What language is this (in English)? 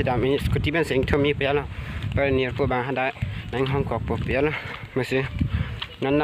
Karbi